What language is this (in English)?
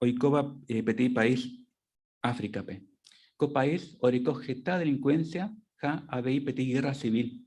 Guarani